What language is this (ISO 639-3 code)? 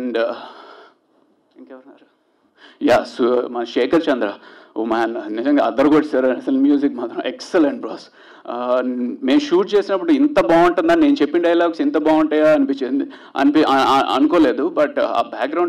tel